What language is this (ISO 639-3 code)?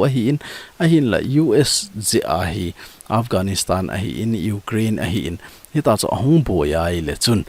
tcz